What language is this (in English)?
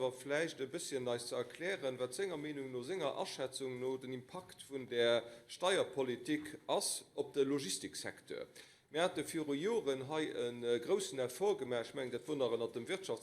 Luxembourgish